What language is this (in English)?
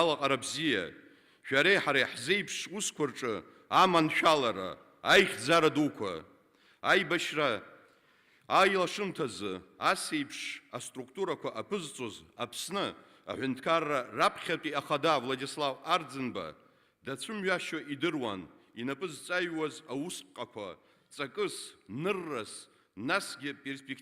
Abkhazian